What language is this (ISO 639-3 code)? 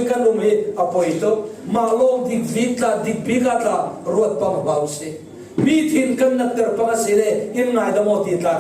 cfm